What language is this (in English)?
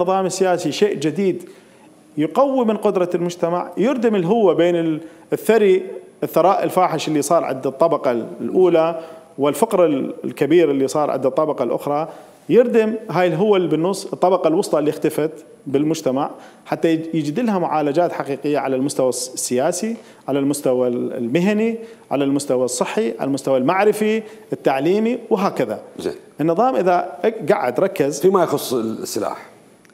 Mesopotamian Arabic